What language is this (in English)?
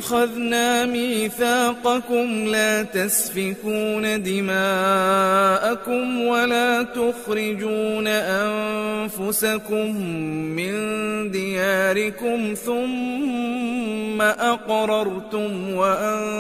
Arabic